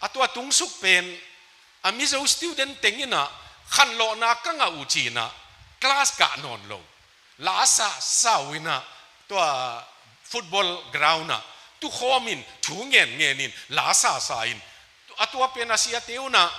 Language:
Tedim Chin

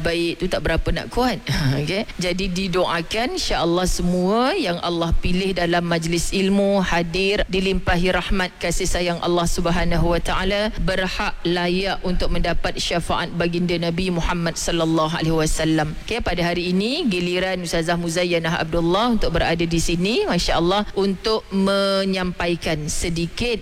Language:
Malay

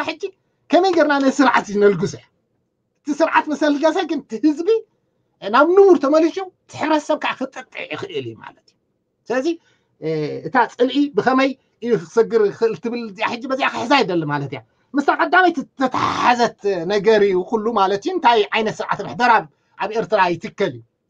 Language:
Tigrinya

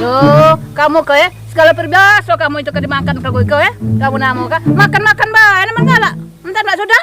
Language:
Musi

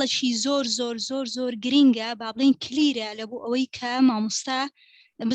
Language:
Central Kurdish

